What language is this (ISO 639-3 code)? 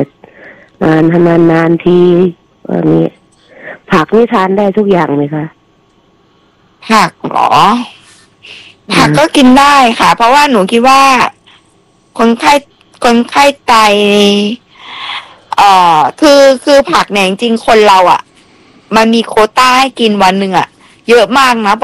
tha